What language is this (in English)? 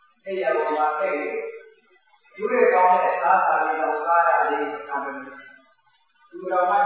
Burmese